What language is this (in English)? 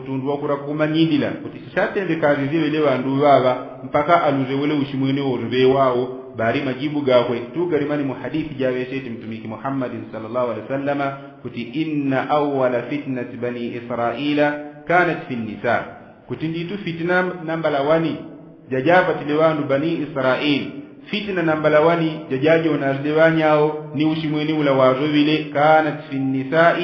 Yao